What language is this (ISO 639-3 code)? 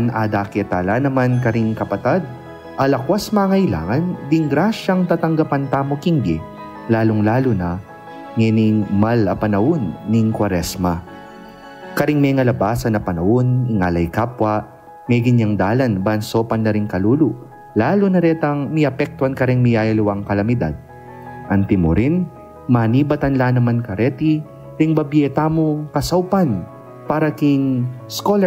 pam